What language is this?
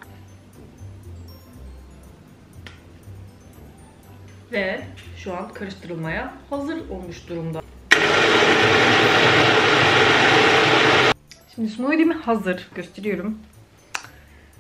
Turkish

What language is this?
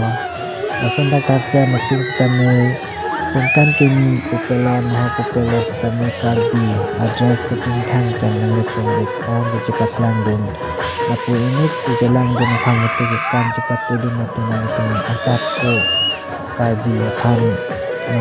Karbi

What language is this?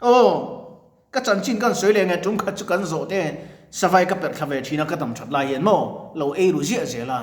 Mizo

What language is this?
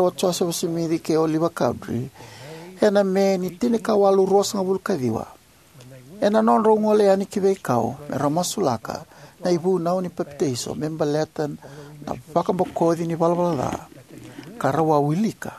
Fijian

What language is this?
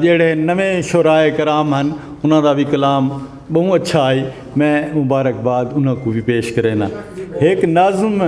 Saraiki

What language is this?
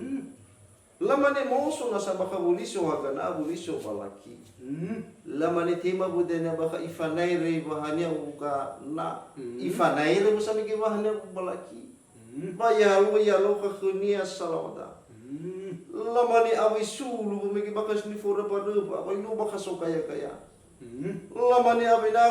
Nias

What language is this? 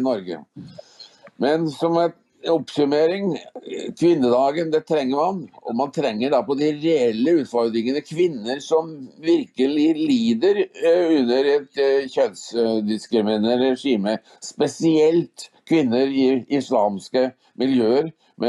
Norwegian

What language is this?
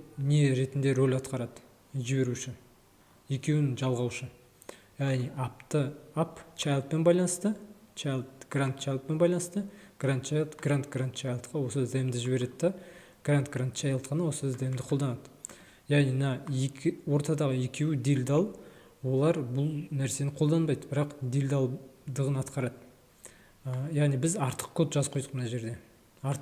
Kazakh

